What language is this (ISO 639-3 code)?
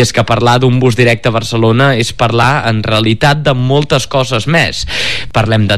cat